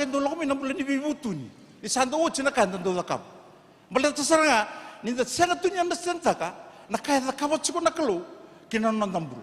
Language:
Fijian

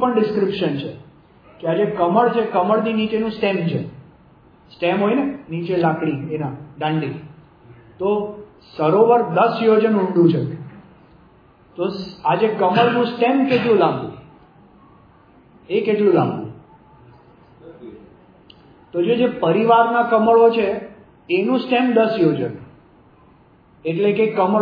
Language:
Gujarati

